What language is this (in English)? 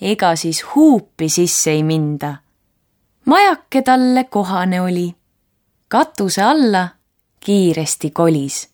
Estonian